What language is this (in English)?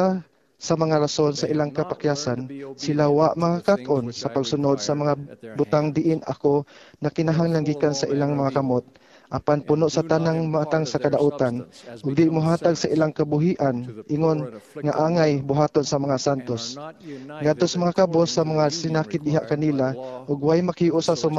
Cebuano